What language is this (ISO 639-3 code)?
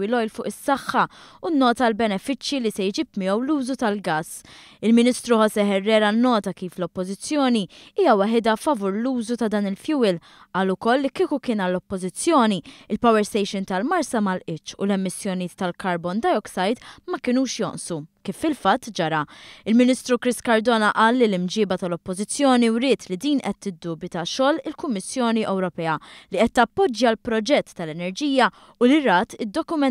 mlt